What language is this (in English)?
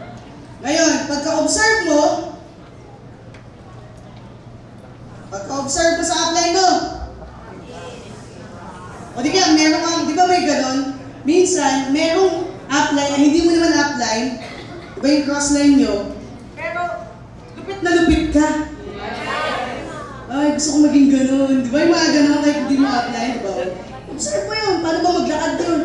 Filipino